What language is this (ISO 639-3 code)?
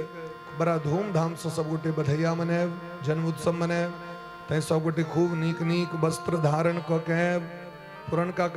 mai